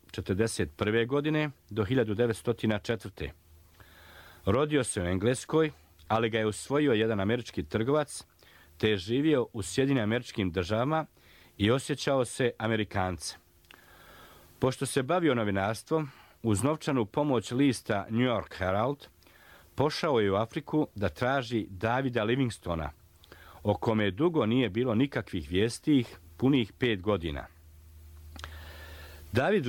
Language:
Bosnian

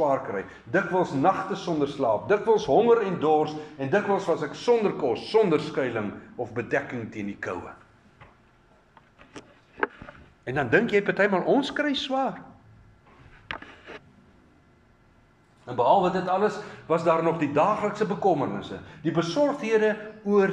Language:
Afrikaans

